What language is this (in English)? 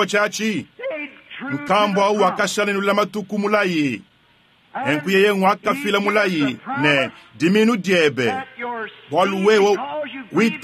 Luba-Lulua